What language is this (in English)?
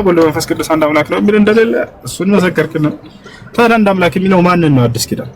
Amharic